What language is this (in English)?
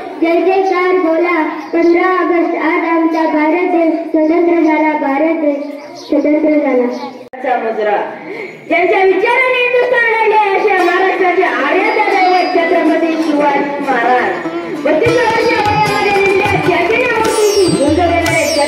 Marathi